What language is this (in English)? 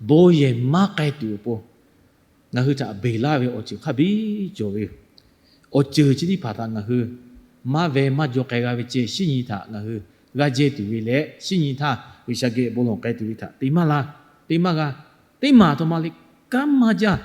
Lahu